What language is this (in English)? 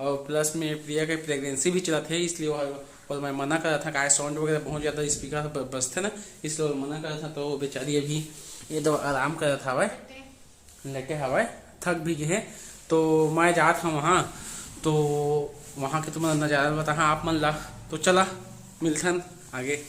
Chhattisgarhi